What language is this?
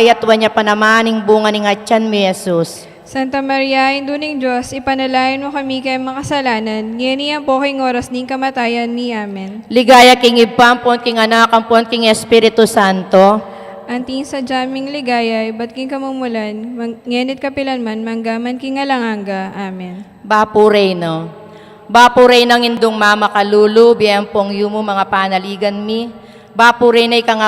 Pampanga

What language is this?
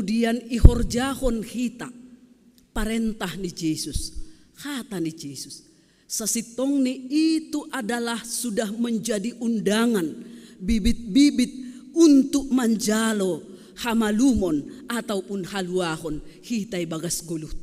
Batak Simalungun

